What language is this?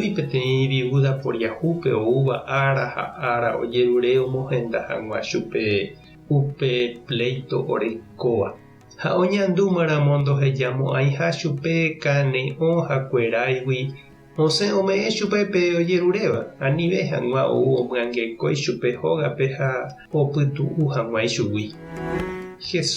Guarani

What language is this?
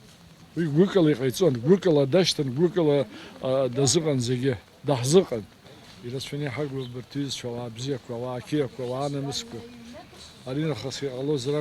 Abkhazian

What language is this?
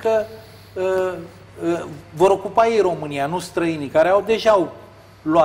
Romanian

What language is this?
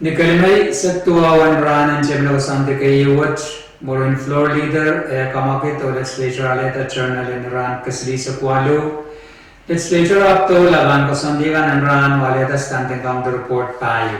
Pohnpeian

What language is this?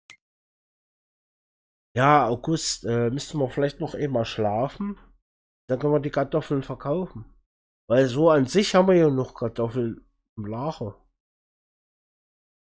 German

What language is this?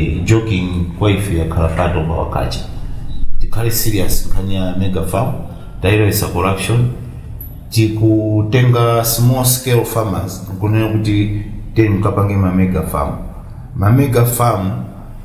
Nyanja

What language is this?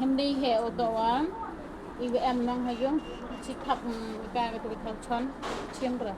Khasi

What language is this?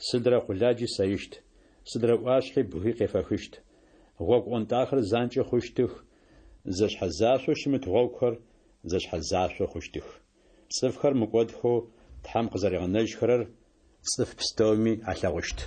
Adyghe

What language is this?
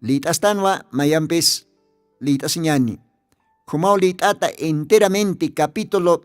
Aymara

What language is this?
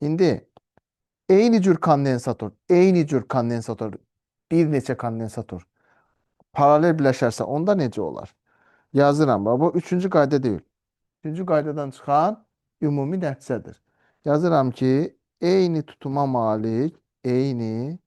Azerbaijani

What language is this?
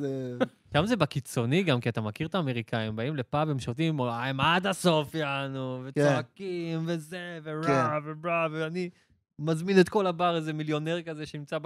Hebrew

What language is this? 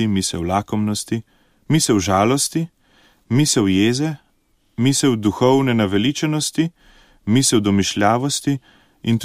Slovenian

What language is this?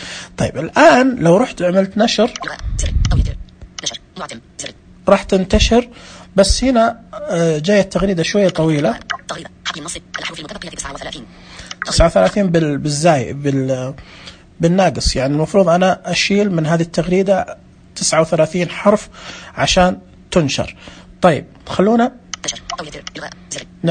Najdi Arabic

